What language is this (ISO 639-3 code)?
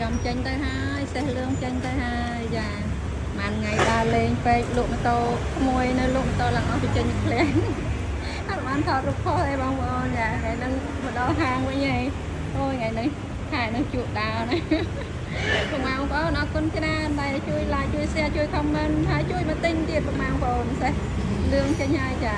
khm